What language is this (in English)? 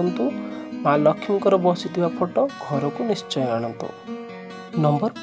Odia